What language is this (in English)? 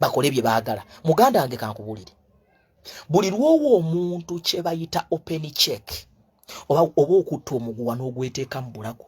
Ganda